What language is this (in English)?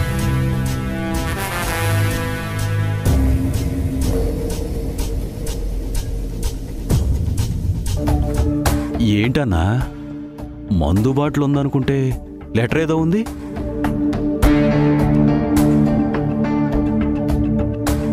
Telugu